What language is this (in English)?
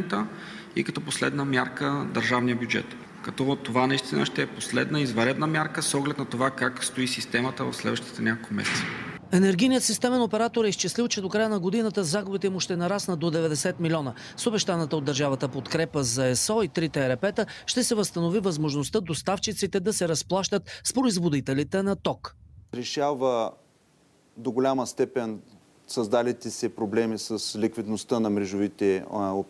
Bulgarian